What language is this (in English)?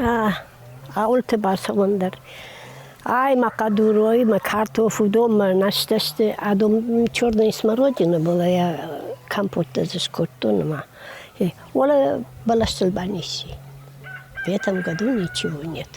Ossetic